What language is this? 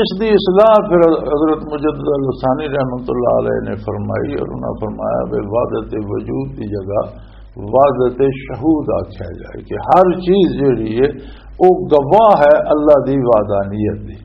Western Panjabi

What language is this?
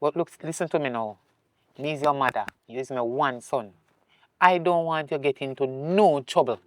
Jamaican Creole English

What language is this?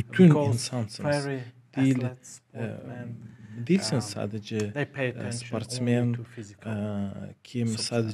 Gagauz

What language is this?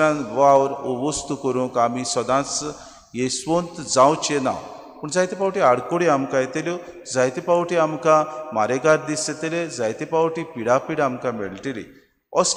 Konkani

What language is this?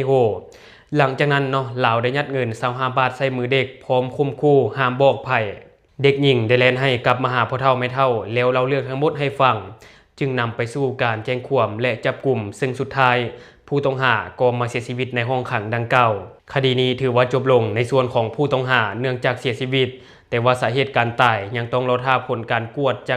Lao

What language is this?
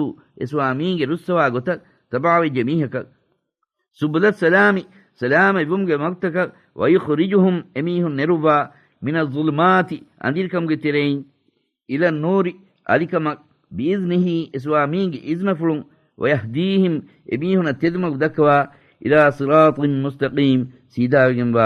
Divehi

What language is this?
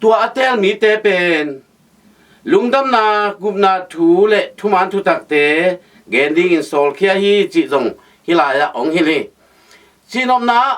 Tedim Chin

